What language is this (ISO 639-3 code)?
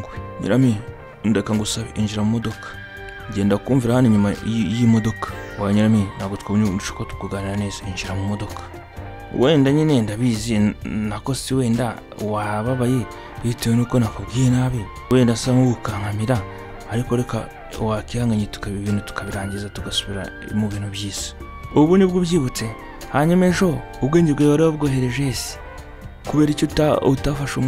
kin